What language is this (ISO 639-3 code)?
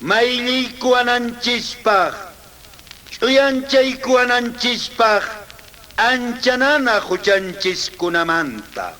que